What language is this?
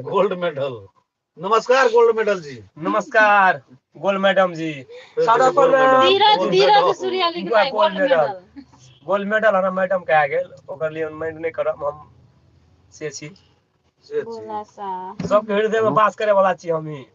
Maithili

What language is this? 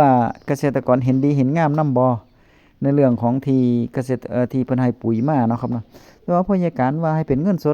Northeastern Thai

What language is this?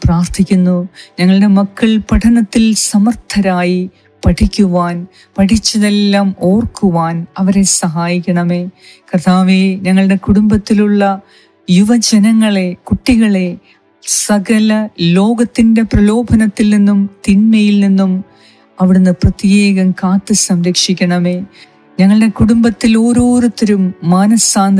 Malayalam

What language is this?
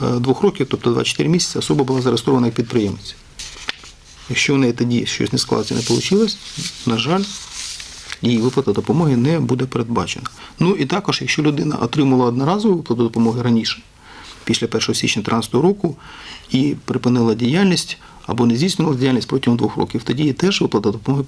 Ukrainian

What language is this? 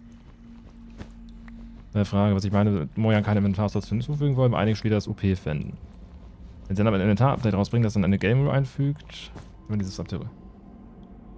German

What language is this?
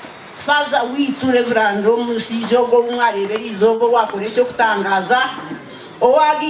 Nyankole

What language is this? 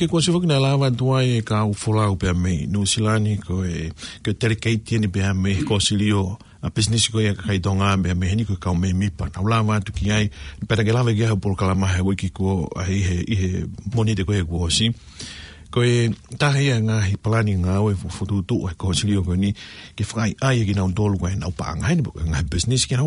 Tongan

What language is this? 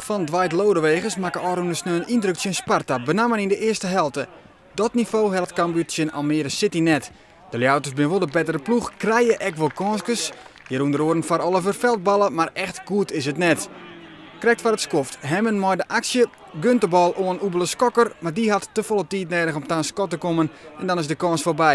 Western Frisian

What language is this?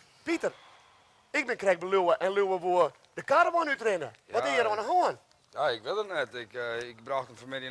Western Frisian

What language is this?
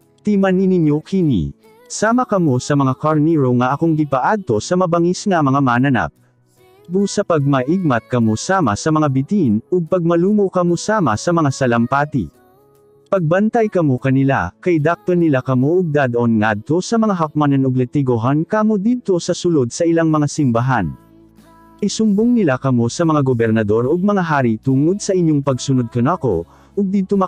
Cebuano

